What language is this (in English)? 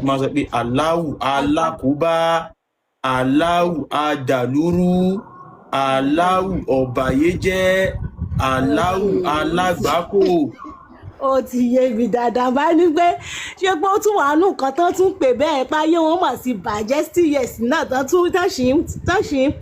Yoruba